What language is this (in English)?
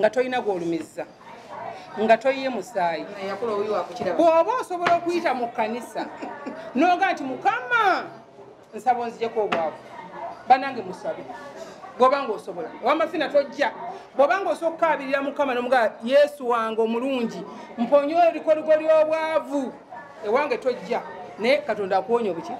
Ganda